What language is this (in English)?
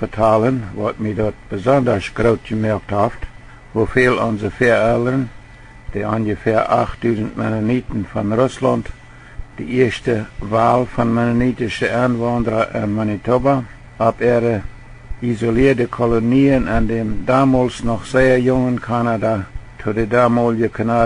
Plautdietsch